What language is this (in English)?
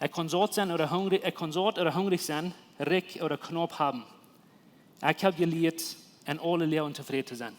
Plautdietsch